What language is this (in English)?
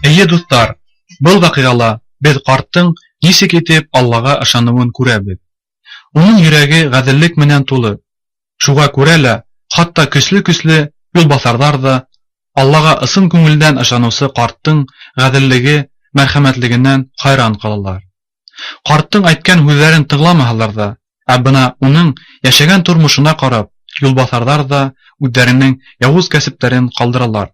Bashkir